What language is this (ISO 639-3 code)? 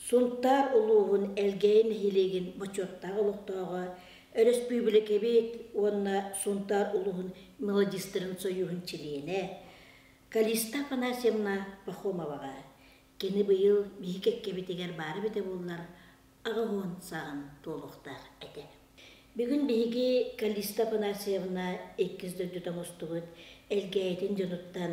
sah